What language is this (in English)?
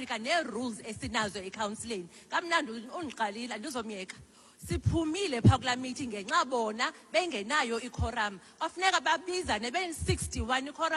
Xhosa